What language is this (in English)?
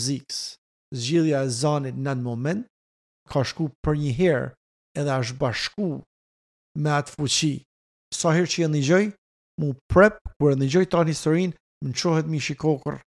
Albanian